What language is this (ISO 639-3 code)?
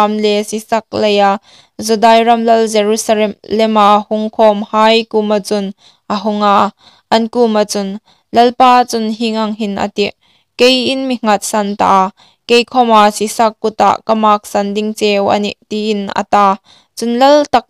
hmr